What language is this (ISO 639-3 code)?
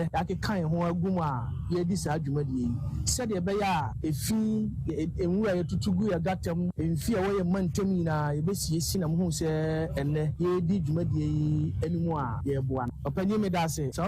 aka